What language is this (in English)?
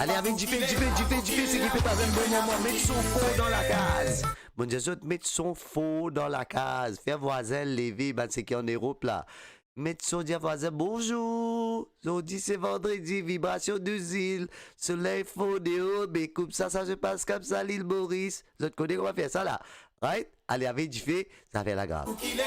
Morisyen